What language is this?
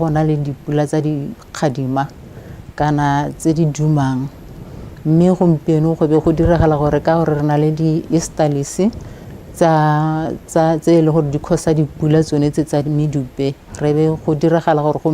Tswana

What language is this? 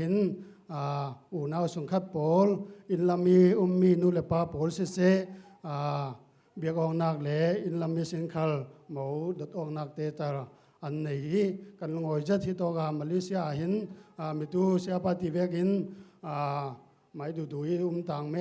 Falam Chin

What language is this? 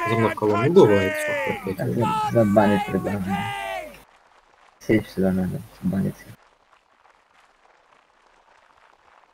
Russian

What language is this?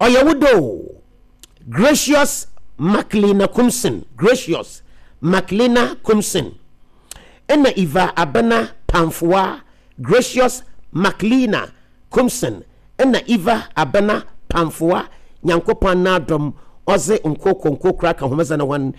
Akan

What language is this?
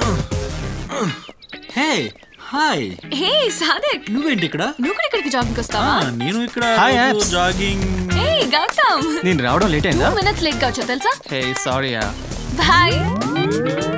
Telugu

